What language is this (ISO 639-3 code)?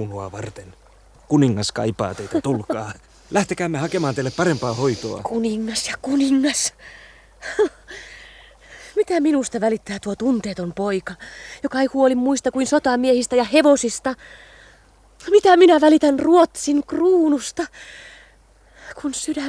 fin